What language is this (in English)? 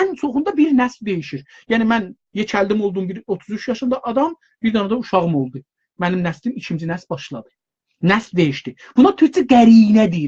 South Azerbaijani